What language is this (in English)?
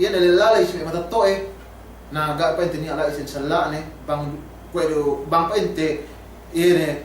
Yakan